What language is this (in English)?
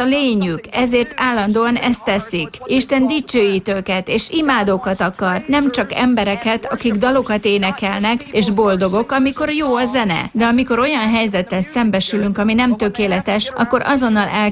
Hungarian